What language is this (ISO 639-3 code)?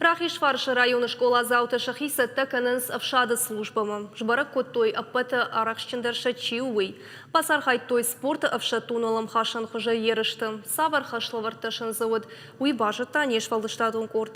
oss